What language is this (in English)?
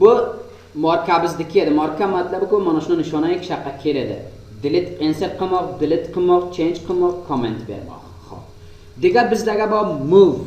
Uzbek